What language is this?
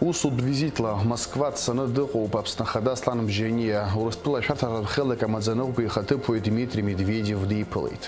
Abkhazian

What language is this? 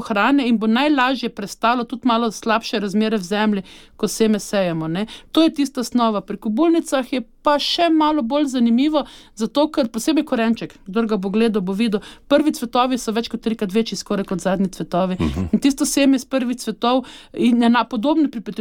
Slovenian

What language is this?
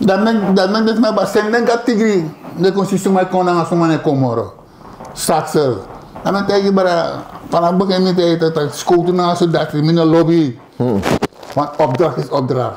Sranan Tongo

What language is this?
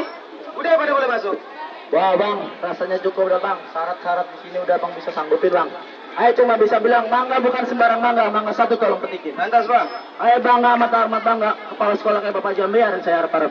Betawi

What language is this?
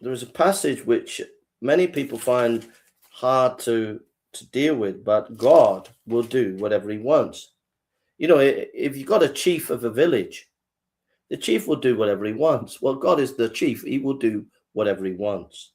English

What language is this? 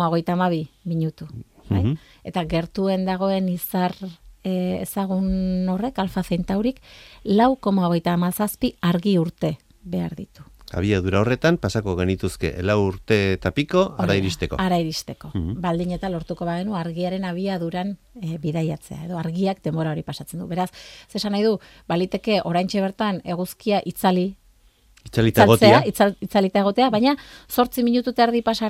Basque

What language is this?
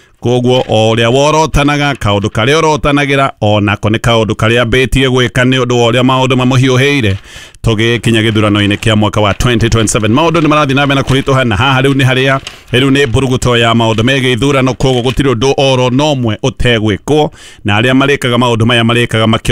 Kikuyu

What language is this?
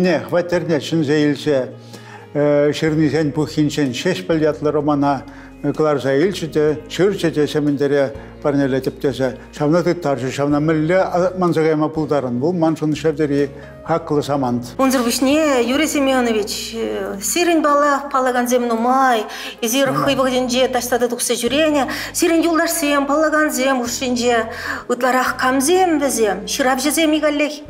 Chuvash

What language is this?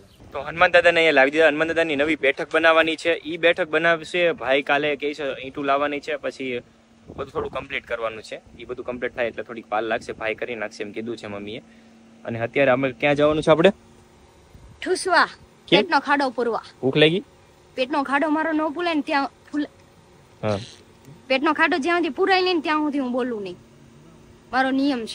Gujarati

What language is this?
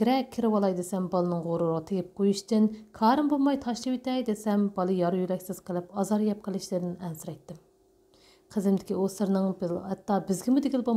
Uyghur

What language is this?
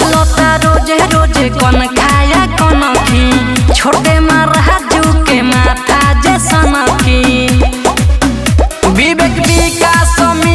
Bhojpuri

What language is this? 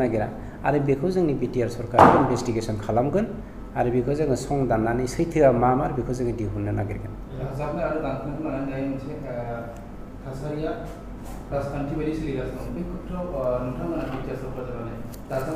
Bodo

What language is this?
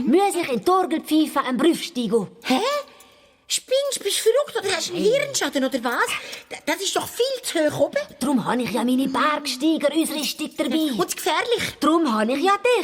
Swiss German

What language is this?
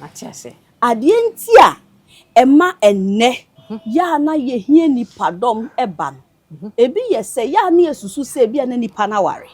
Akan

